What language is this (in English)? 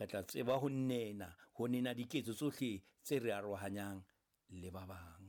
Southern Sotho